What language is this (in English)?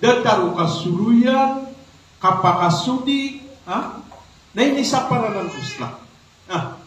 Maranao